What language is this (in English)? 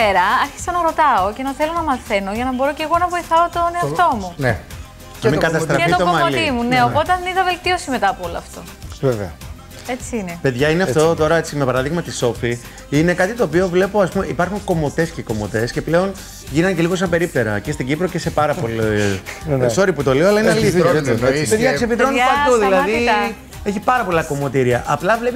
Greek